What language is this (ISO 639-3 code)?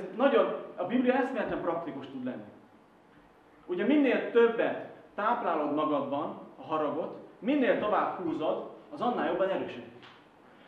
hun